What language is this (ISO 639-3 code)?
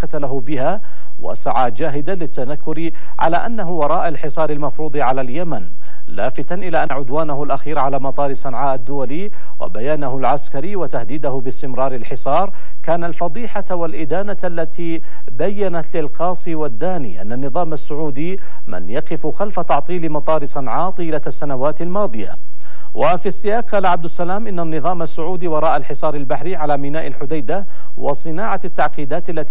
ara